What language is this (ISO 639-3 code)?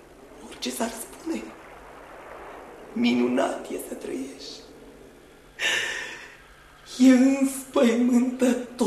ron